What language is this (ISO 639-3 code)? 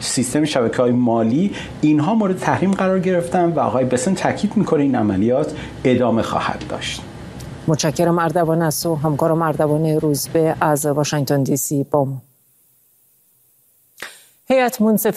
fas